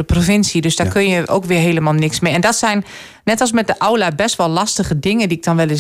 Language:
Dutch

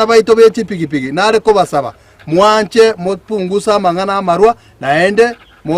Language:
Gusii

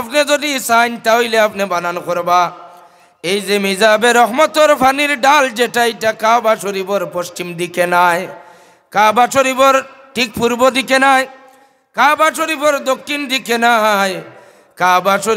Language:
Sylheti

